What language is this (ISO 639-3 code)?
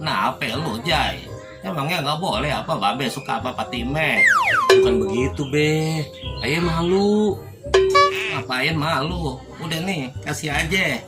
bew